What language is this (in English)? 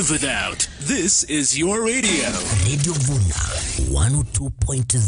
Gusii